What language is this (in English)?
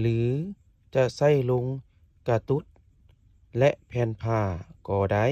Lao